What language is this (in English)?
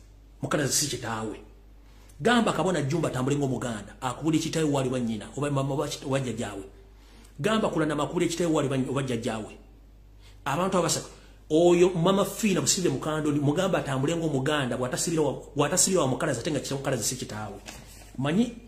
Ganda